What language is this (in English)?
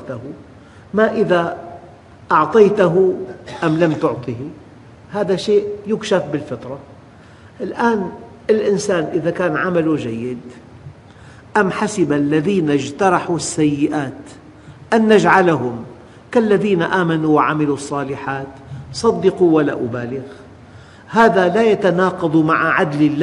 Arabic